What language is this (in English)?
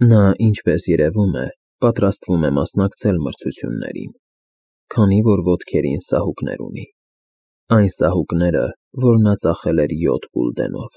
Armenian